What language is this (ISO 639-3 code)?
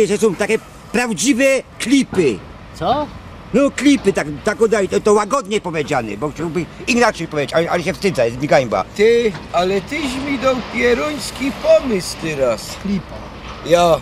szl